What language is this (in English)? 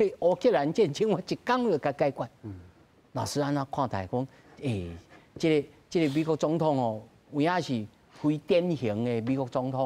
Min Nan Chinese